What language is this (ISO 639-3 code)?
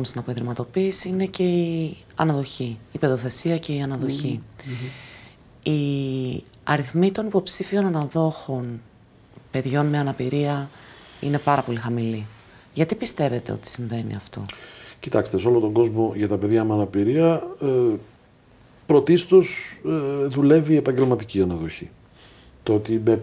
ell